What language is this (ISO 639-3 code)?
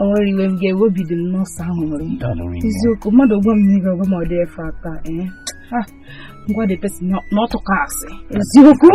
ibo